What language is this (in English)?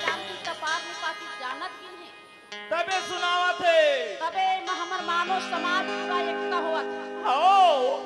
Chhattisgarhi